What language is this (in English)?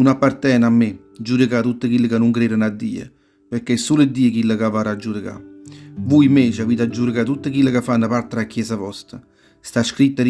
Neapolitan